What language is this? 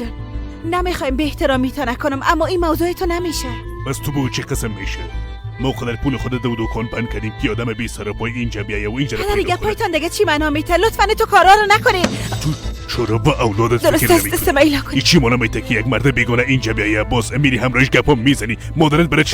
Persian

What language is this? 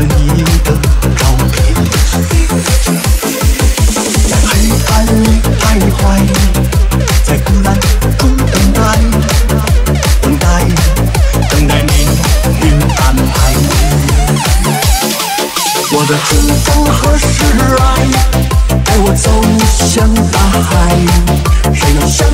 Chinese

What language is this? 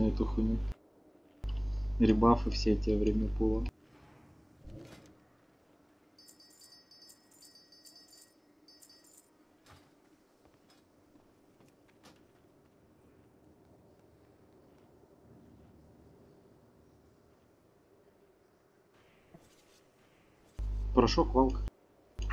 Russian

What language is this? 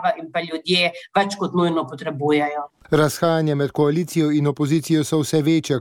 Slovenian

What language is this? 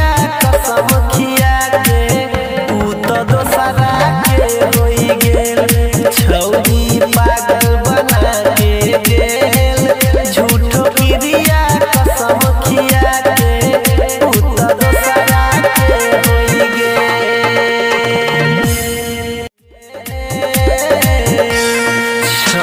Maithili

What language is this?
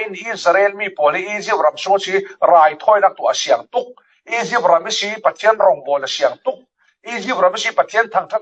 Falam Chin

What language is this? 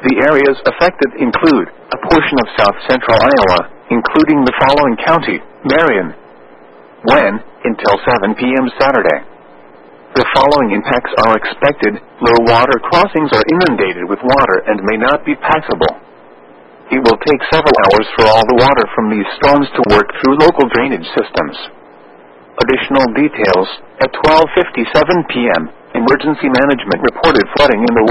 English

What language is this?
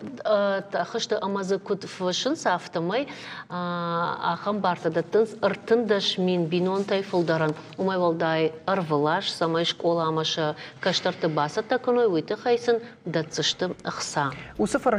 Ossetic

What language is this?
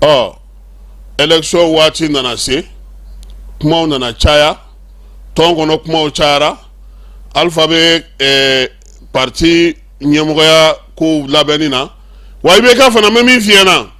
Bambara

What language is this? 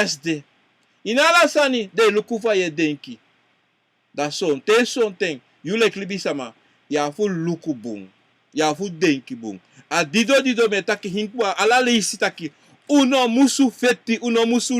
Sranan Tongo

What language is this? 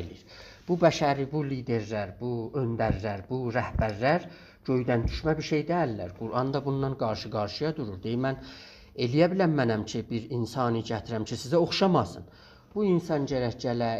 South Azerbaijani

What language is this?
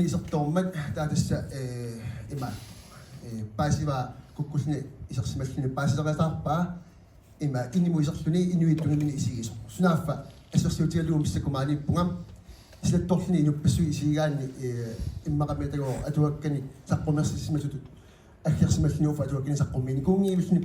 Kalaallisut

